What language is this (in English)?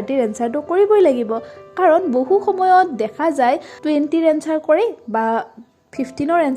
Assamese